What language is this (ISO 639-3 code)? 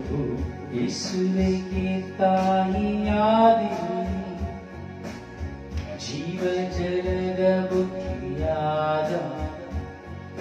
kan